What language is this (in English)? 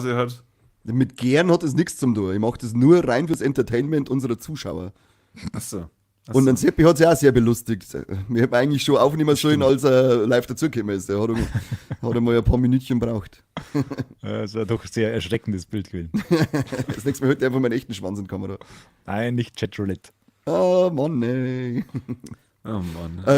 Bavarian